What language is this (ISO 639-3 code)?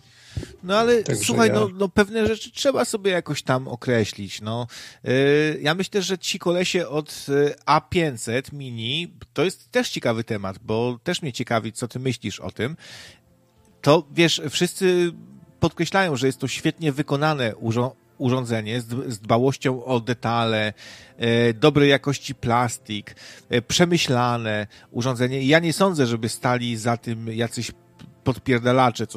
pol